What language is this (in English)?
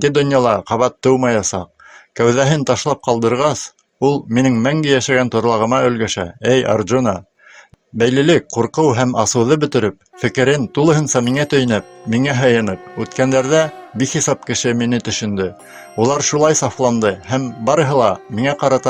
Bashkir